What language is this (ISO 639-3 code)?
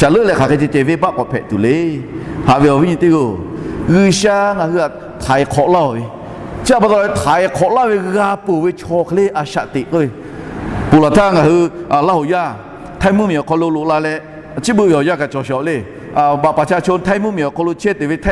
lhu